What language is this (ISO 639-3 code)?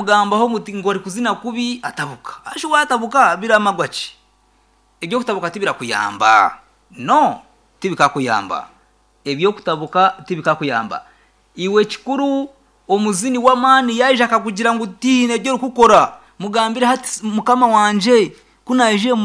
nyn